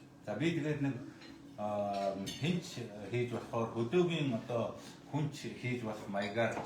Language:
Mongolian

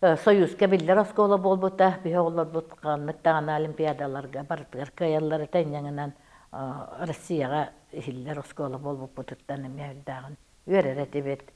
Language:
Yakut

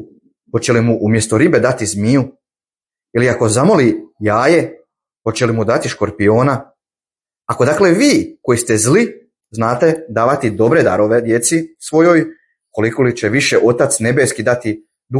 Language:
Bosnian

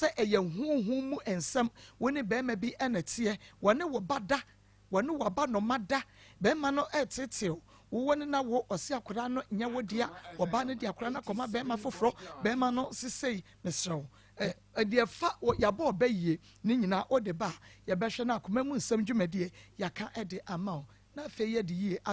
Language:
Akan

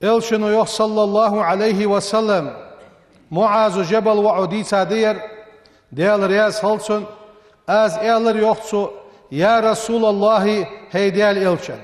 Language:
Ingush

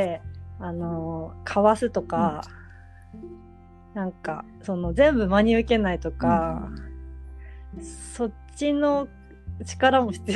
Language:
Japanese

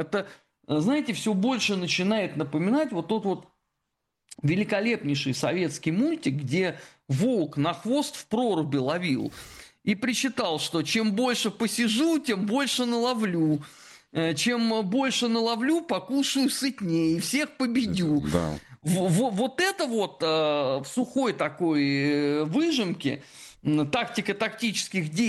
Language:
Russian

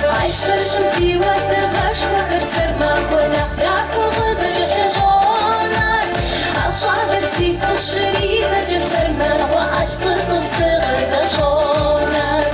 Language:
Kabardian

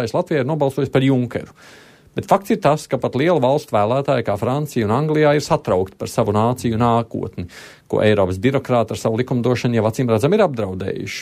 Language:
Latvian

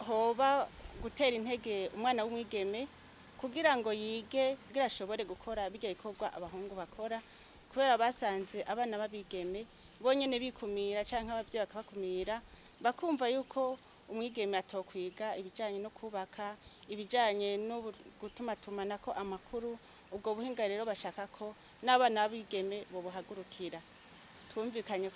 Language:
Rundi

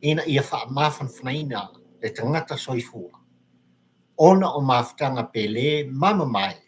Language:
Samoan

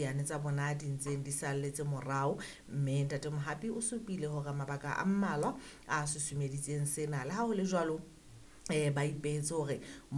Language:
Southern Sotho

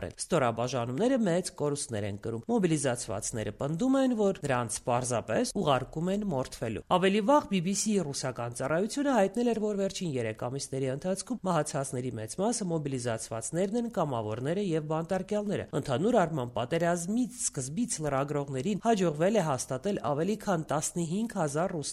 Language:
Armenian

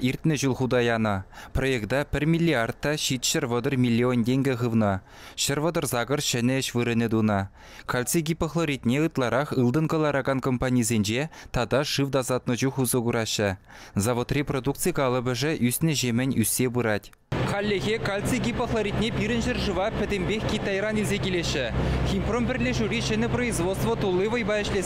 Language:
Chuvash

